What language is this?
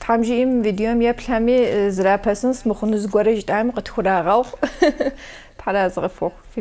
Kabardian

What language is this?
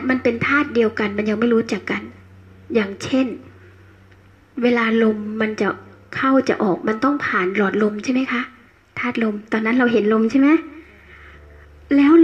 Thai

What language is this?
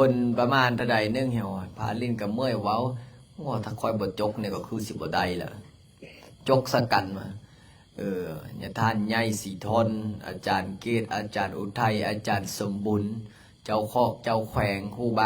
Lao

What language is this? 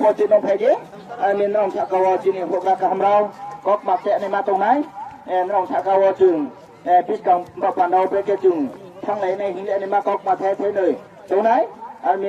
Riang (India)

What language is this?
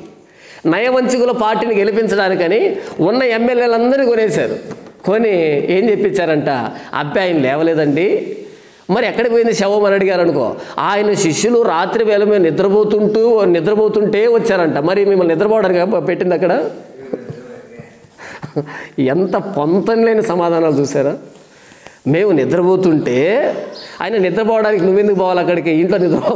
Telugu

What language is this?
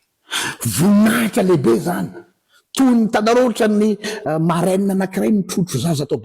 Malagasy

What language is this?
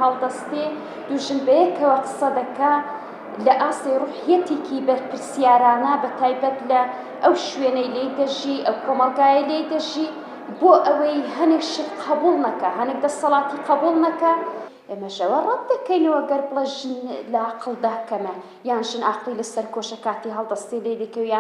Central Kurdish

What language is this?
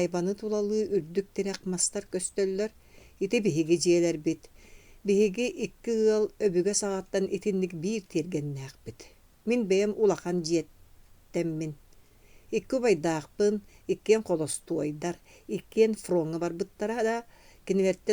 Yakut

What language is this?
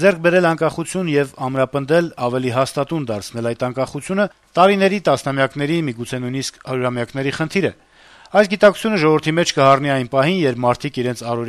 Armenian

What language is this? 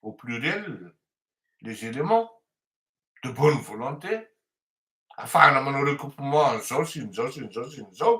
Malagasy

